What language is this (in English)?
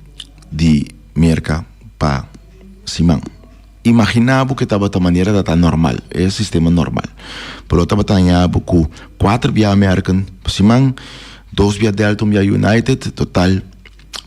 Papiamento